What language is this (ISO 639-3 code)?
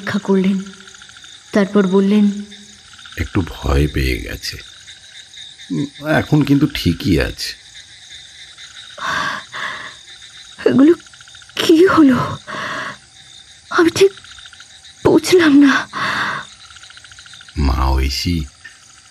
ben